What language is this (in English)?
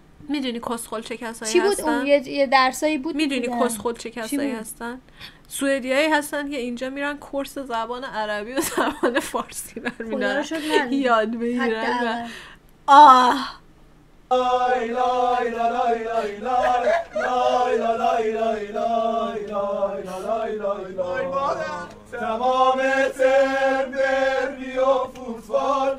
Persian